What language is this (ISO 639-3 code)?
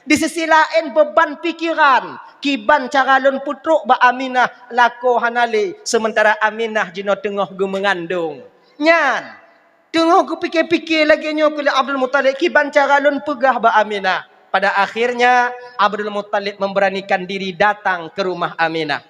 ace